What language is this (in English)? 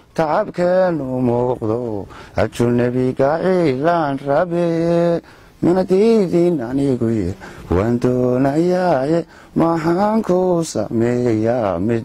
Somali